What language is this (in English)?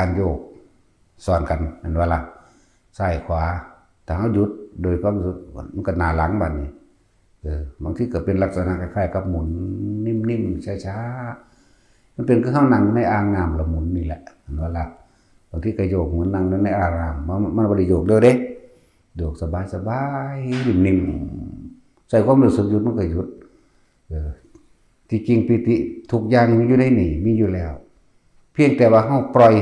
Northeastern Thai